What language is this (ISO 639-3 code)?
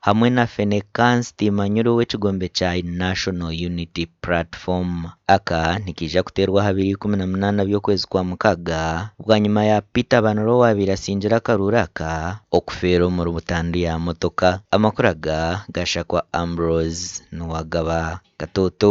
nyn